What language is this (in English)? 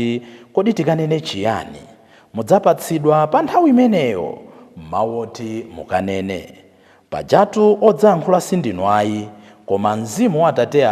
Nyanja